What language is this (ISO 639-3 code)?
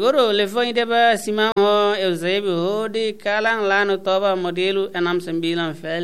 tet